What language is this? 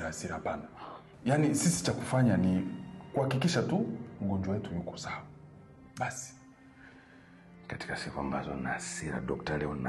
Swahili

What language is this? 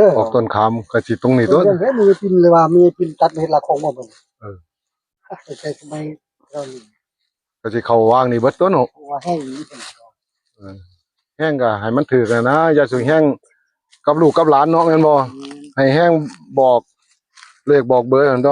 Northeastern Thai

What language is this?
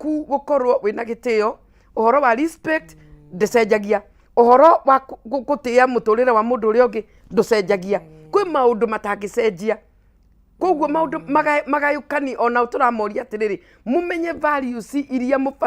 Kikuyu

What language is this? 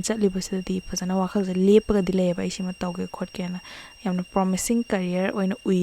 Manipuri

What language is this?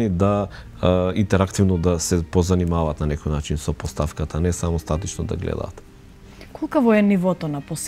Macedonian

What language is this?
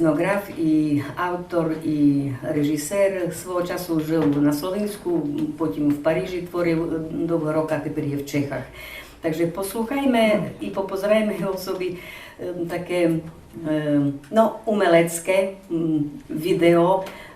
Rusyn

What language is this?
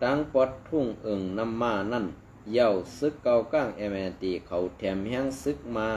Shan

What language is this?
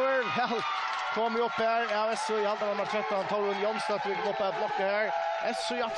Faroese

